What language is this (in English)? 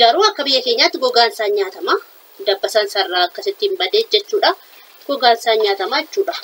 Oromo